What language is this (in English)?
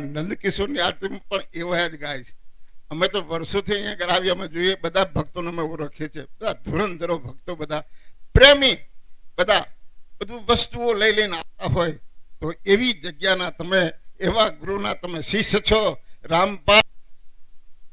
Gujarati